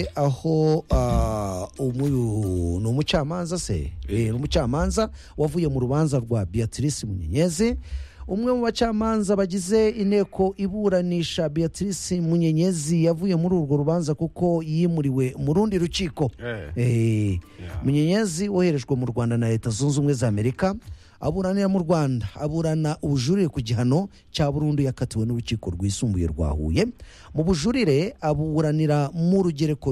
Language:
Kinyarwanda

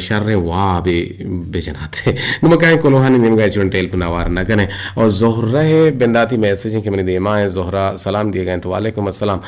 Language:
Eastern Balochi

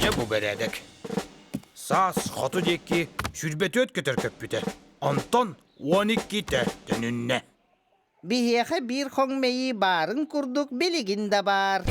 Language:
Yakut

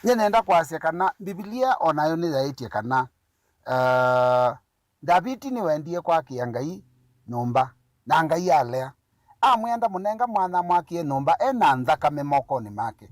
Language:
Kamba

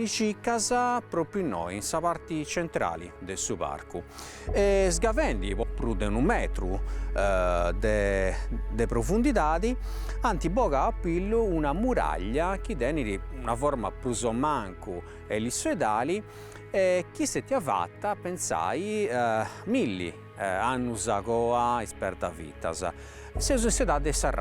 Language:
Sardinian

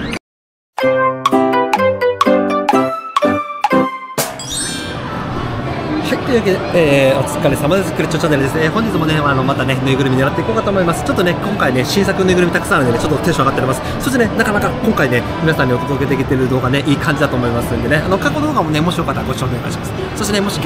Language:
Japanese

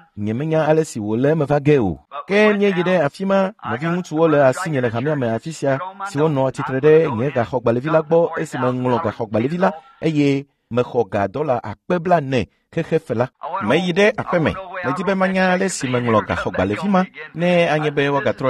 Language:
Ewe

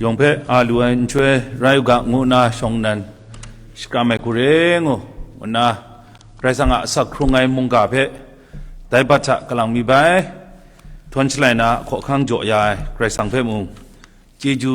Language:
Kachin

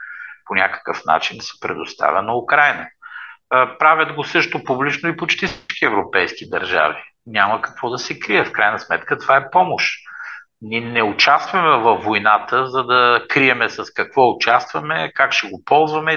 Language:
Bulgarian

